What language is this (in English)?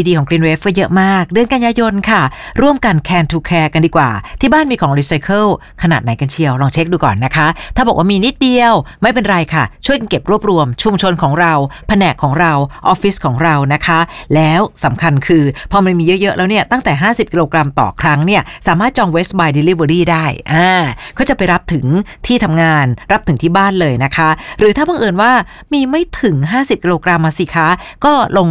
Thai